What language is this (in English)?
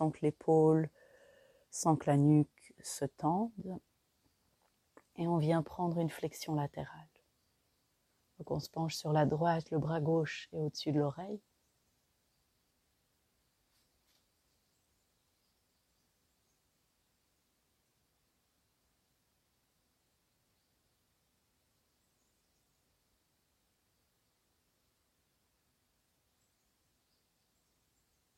French